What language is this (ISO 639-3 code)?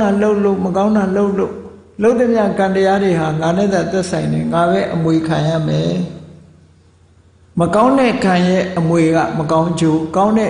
mya